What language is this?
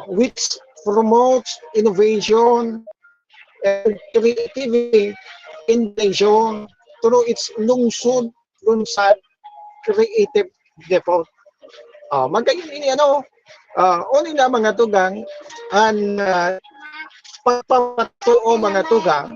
Bikol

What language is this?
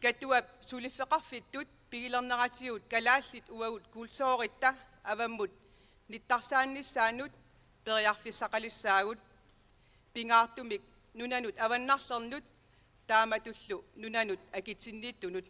Kalaallisut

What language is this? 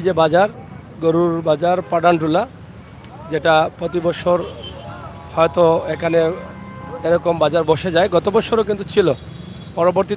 Sylheti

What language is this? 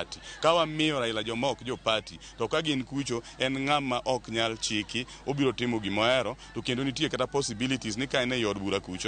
Luo (Kenya and Tanzania)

